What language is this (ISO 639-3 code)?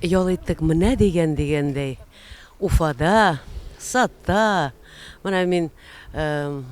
bak